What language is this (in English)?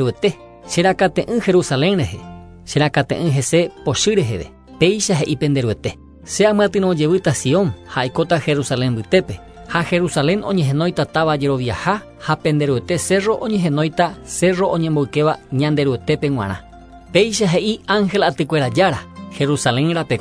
Guarani